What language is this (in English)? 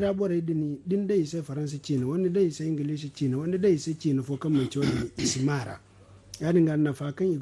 Zarma